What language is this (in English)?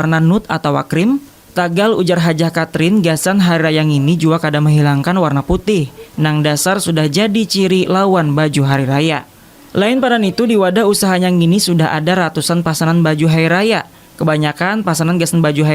Banjar